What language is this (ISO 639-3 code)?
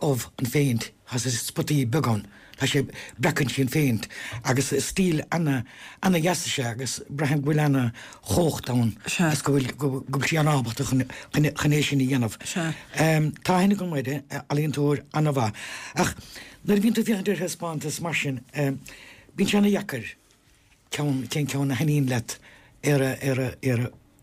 gle